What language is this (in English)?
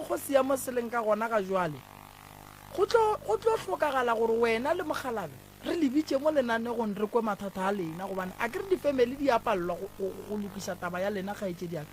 Northern Sotho